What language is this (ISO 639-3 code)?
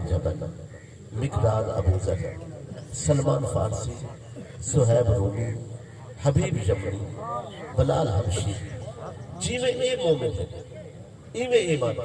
skr